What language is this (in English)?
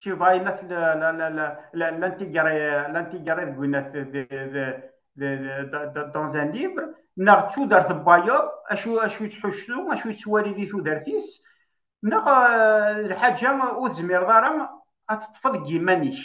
Kabyle